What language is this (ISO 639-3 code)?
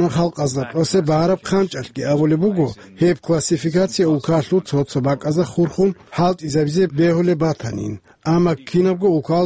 ava